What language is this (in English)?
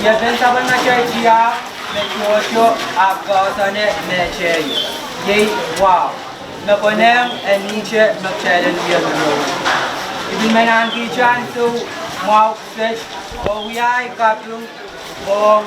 Pohnpeian